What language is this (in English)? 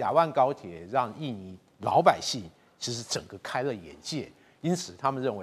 Chinese